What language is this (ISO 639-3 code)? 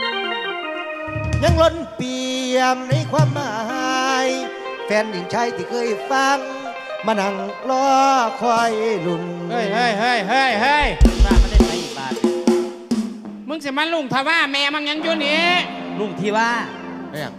tha